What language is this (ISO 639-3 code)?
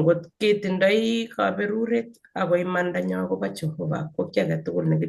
kln